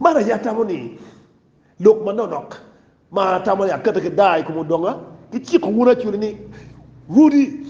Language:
Acoli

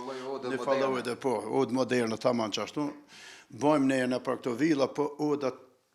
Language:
Albanian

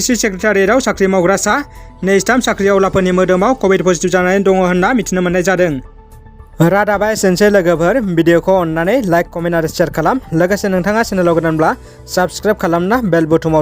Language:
Bodo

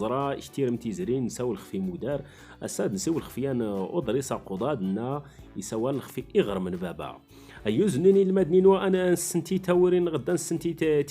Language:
Standard Moroccan Tamazight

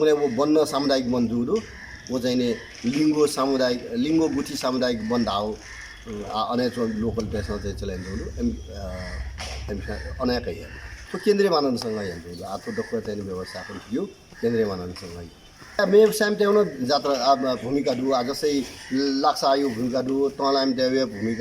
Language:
Newari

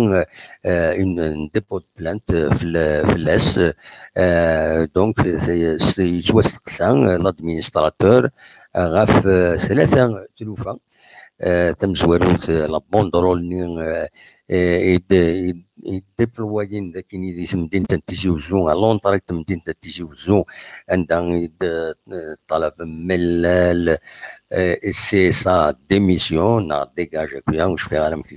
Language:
Kabyle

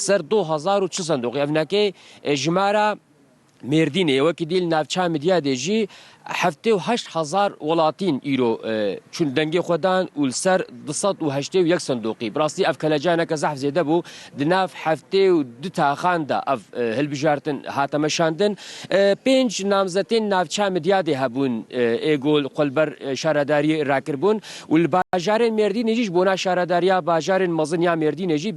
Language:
Kurdish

